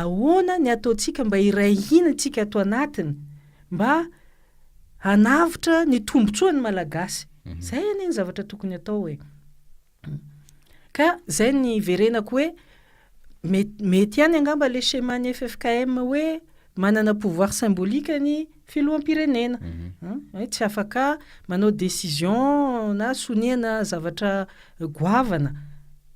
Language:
Malagasy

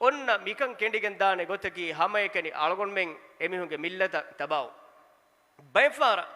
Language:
Divehi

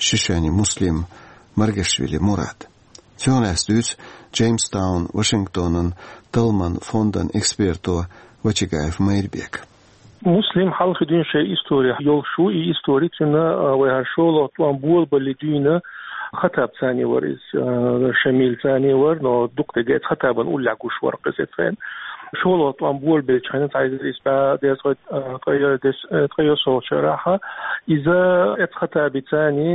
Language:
Chechen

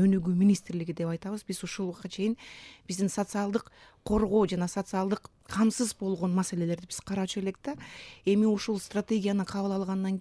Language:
Kyrgyz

